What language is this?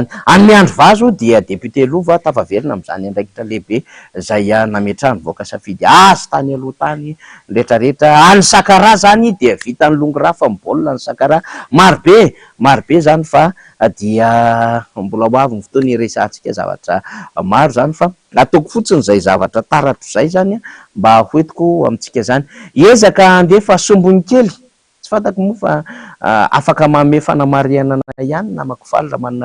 Malagasy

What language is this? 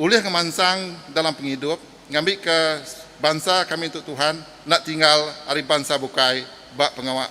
Iban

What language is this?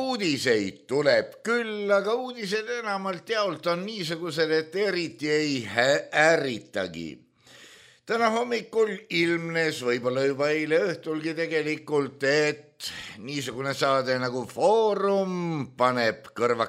Estonian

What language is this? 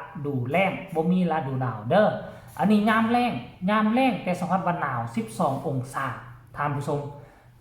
Northeastern Thai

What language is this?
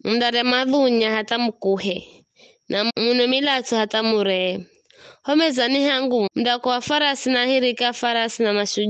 Giryama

